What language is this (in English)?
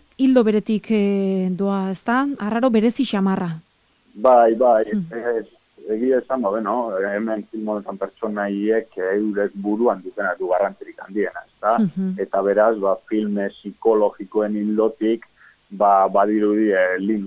Basque